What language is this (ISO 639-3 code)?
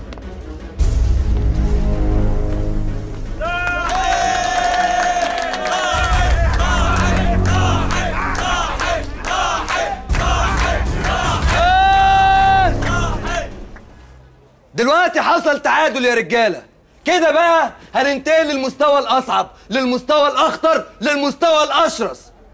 arz